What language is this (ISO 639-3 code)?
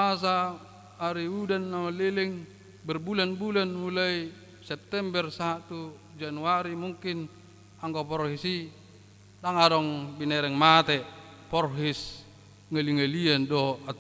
bbc